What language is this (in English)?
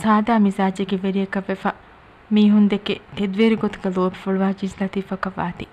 Divehi